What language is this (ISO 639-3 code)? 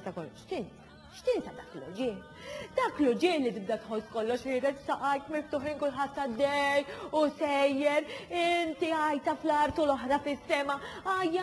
mlt